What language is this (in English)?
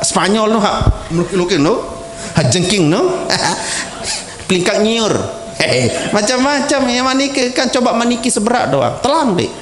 Sasak